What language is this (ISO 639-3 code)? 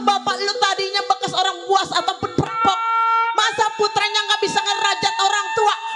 bew